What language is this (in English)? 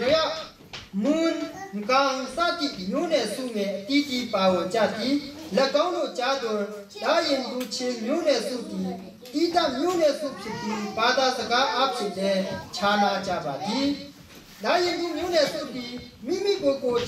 Burmese